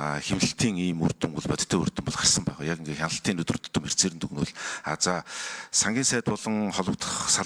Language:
Mongolian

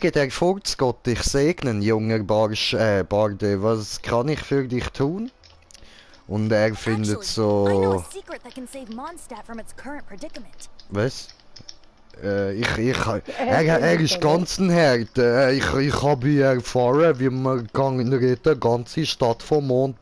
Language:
Swiss German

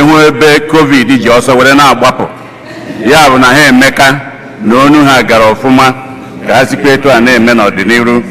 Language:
Igbo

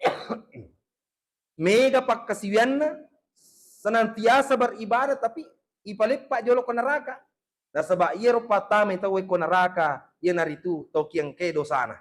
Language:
Buginese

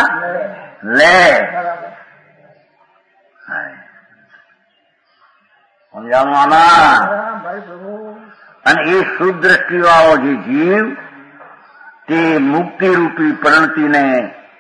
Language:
Gujarati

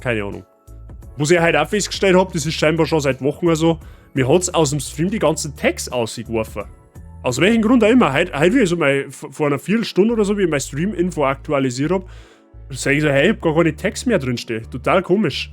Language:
Bavarian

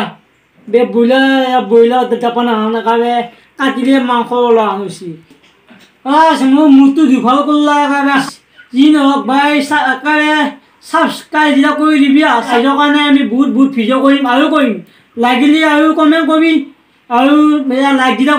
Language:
Assamese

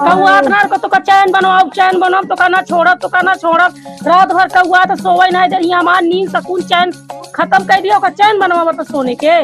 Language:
Awadhi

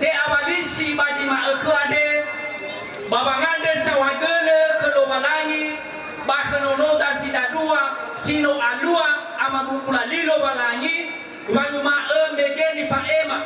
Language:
Nias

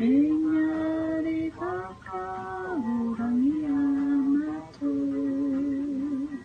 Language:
Māori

